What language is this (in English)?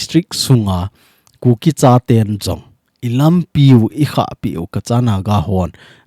Thado Chin